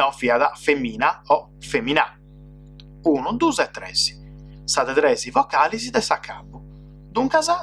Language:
Sardinian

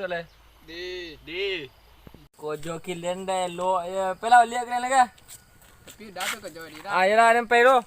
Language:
Minangkabau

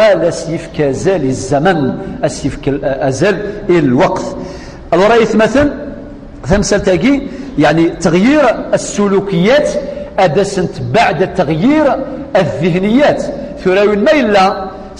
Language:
Kabyle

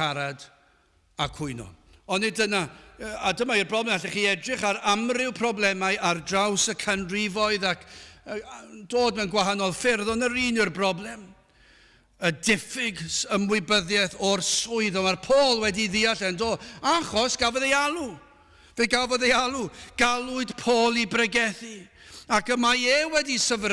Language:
Welsh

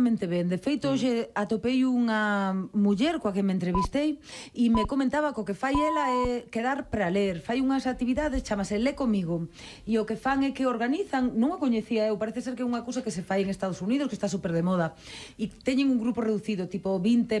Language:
Galician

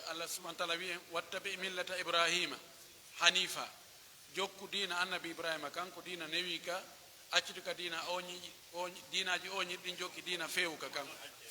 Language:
Pular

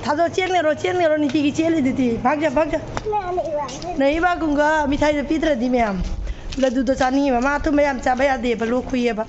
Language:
Manipuri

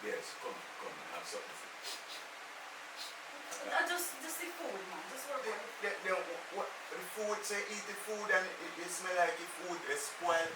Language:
Jamaican Creole English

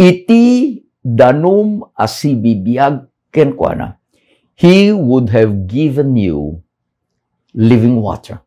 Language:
Iloko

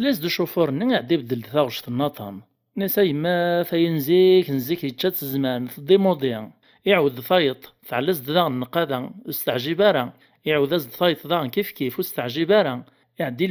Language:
Kabyle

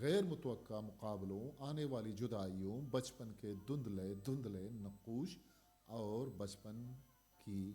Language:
Eastern Balochi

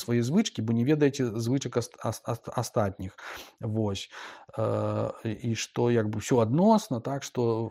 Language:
Belarusian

